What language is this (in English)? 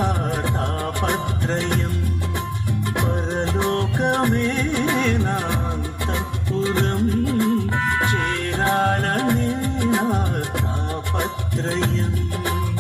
Telugu